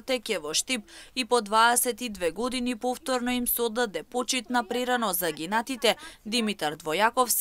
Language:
Macedonian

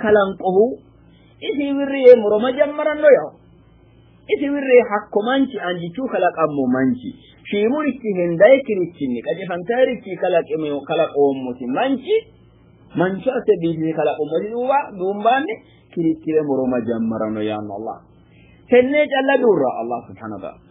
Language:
Sidamo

